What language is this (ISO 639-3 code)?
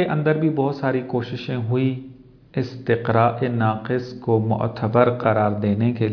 urd